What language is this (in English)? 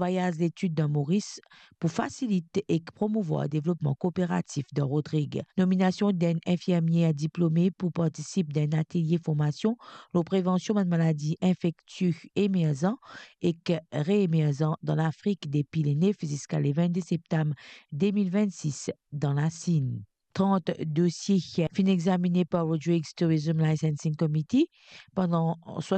Morisyen